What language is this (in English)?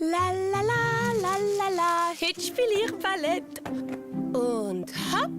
Swiss German